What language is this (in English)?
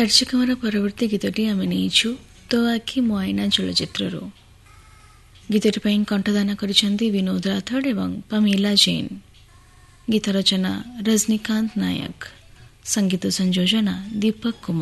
Odia